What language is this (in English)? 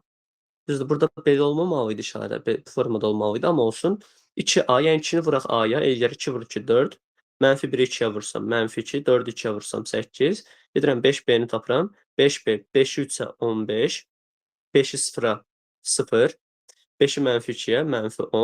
Azerbaijani